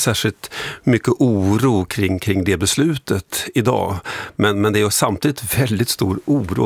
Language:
Swedish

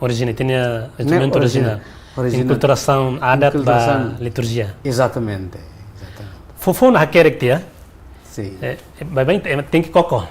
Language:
Tetum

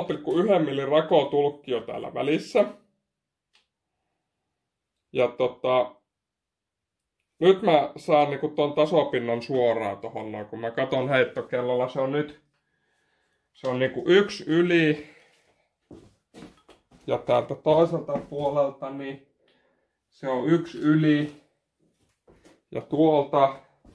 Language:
Finnish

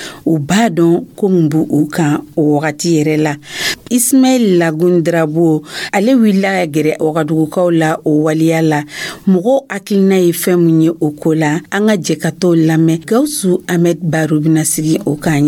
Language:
Dyula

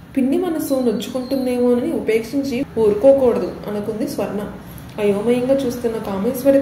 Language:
Telugu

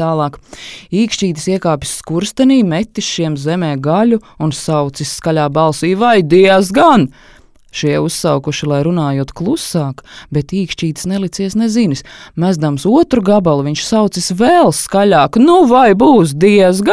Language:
Latvian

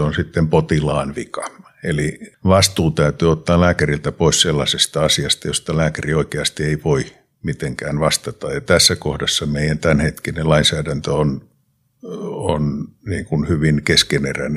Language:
Finnish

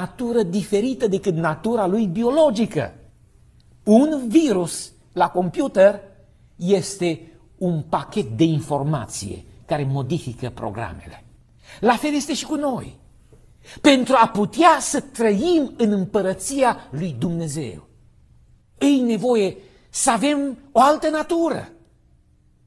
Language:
Romanian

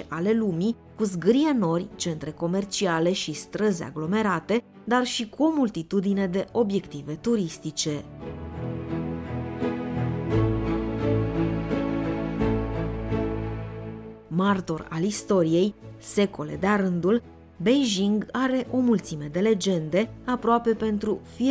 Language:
Romanian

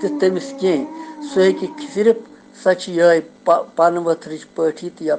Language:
Kashmiri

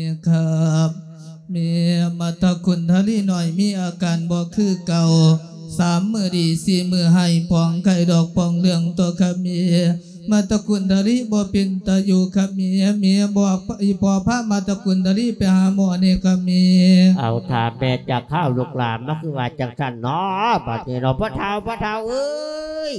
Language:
Lao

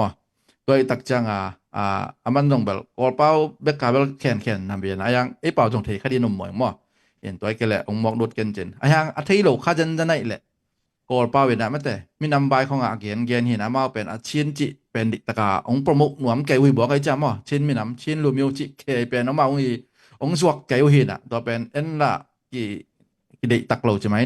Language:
Tedim Chin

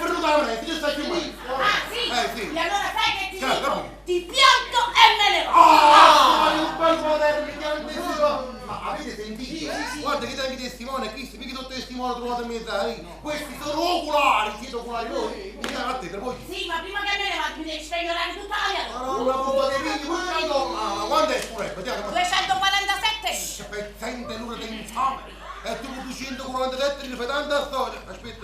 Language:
Neapolitan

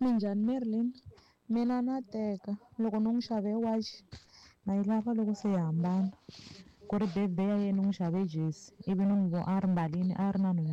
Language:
Tsonga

